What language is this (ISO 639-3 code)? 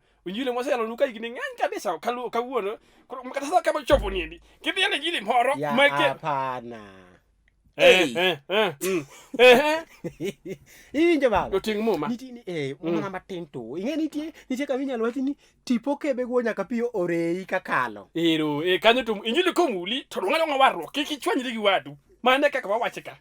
luo